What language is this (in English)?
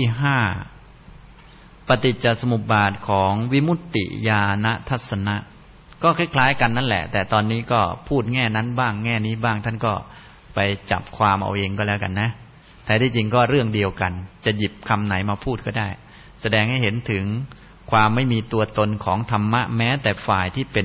Thai